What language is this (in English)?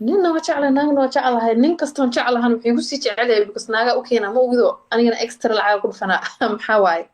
Somali